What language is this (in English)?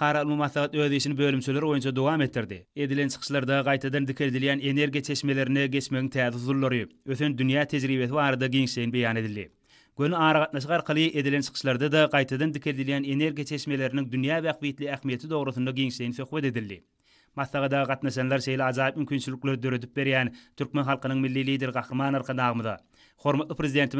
Turkmen